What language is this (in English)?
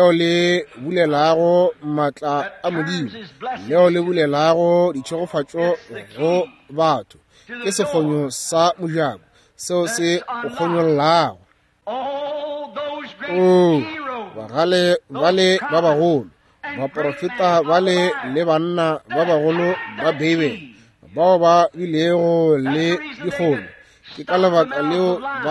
Northern Sotho